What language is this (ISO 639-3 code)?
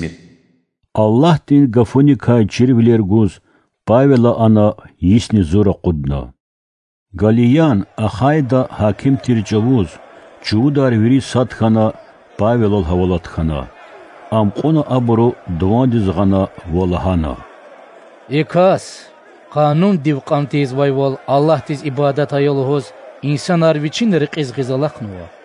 lez